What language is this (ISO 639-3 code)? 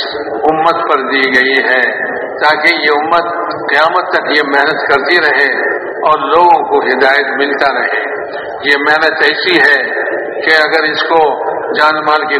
urd